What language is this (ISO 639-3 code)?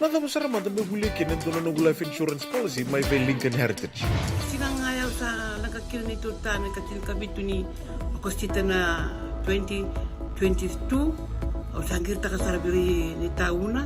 fij